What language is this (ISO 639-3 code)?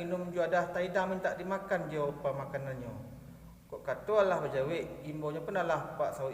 min